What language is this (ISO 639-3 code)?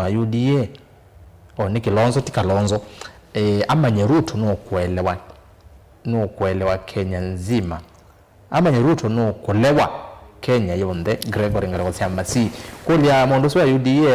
kam